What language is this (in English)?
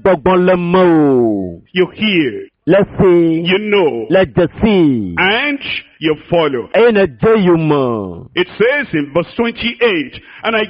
Ewe